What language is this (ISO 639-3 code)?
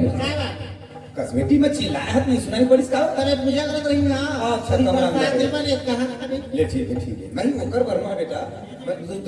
hne